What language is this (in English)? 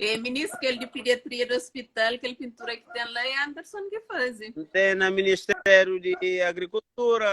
Kabuverdianu